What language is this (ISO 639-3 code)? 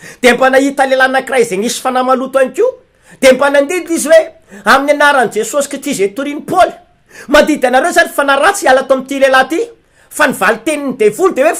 mlg